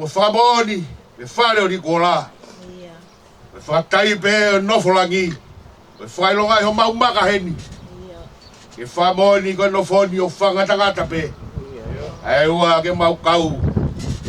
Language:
Tongan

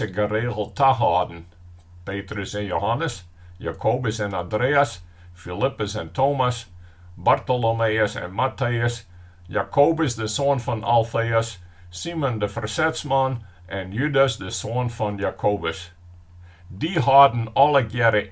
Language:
Western Frisian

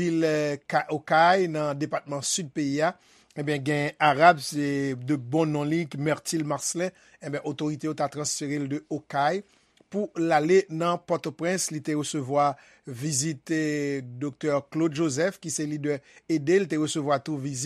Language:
Haitian Creole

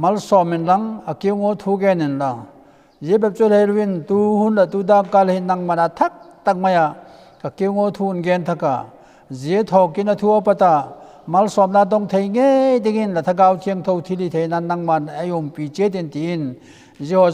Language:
Vaiphei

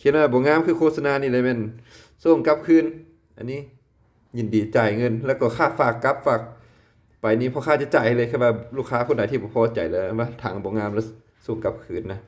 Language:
Lao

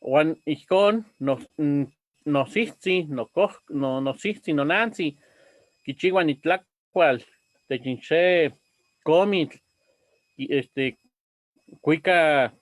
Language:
Eastern Huasteca Nahuatl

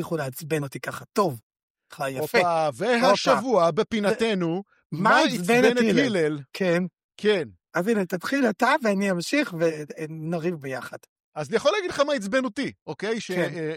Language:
Hebrew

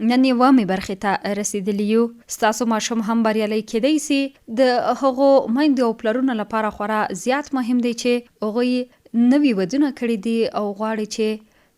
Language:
Pashto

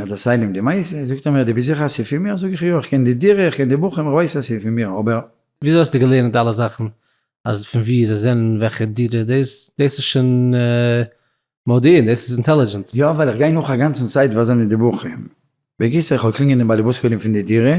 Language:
Yiddish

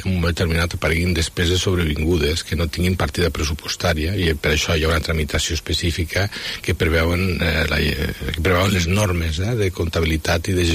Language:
Catalan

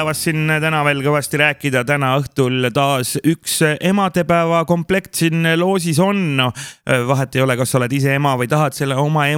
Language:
Estonian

